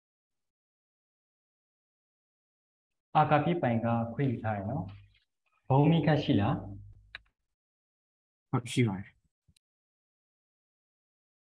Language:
Burmese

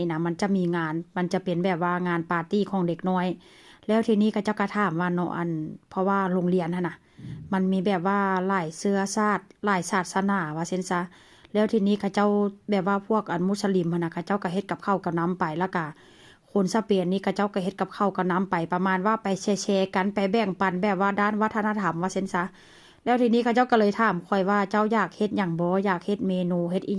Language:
Northeastern Thai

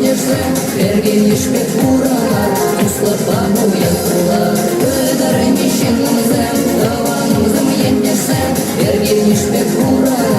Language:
Chuvash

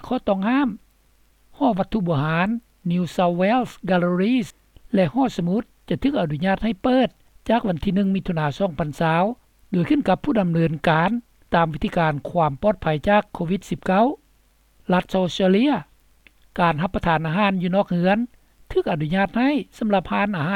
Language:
Lao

